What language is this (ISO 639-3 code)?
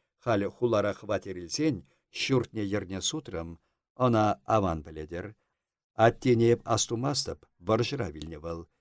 chv